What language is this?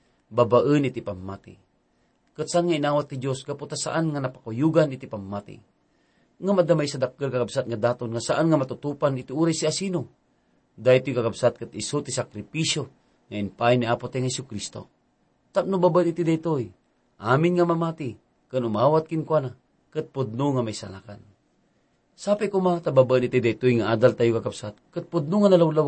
Iloko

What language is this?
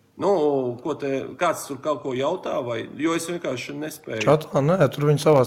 Latvian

